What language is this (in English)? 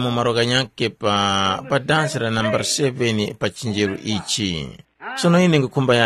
Tumbuka